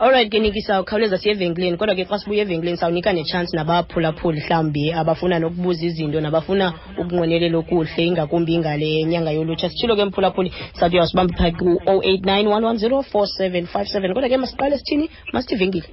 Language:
Xhosa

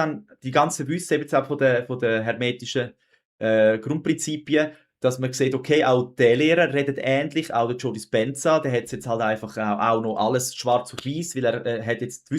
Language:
Swiss German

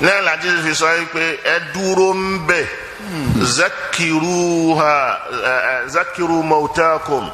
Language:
Yoruba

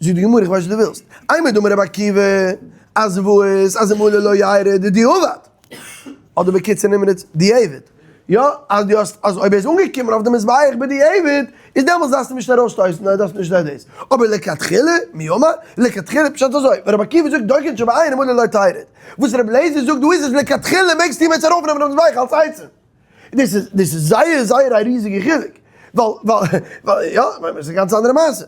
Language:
Yiddish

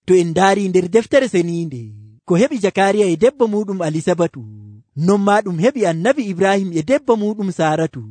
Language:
Nigerian Fulfulde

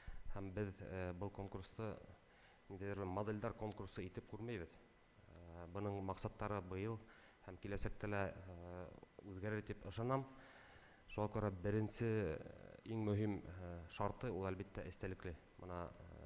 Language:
Bashkir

